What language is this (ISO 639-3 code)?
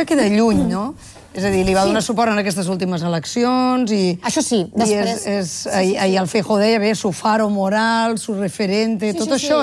cat